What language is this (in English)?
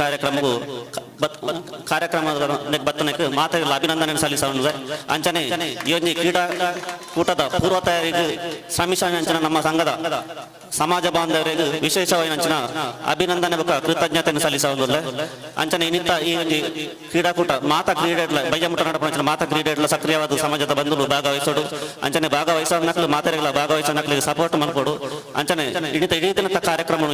Tulu